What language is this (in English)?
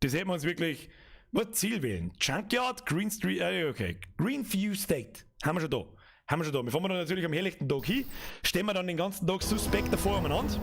Bavarian